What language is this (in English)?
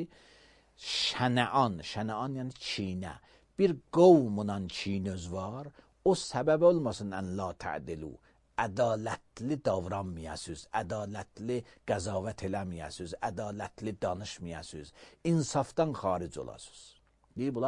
Azerbaijani